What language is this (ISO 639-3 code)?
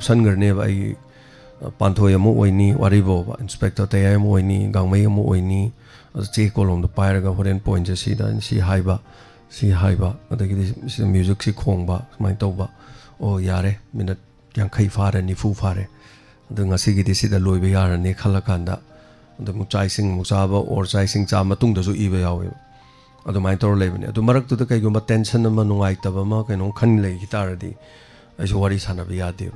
mni